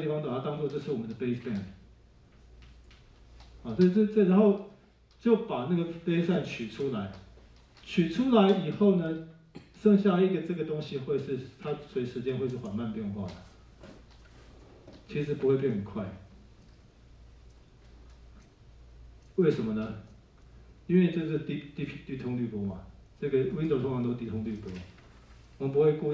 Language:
Chinese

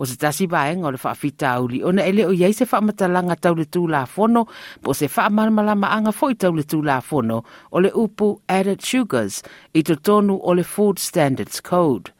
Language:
Samoan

